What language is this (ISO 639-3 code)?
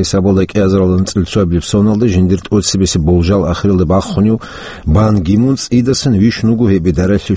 ava